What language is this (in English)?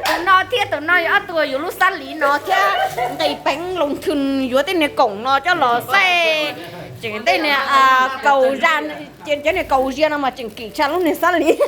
Hmong